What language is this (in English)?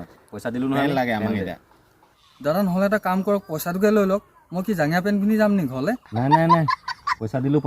Assamese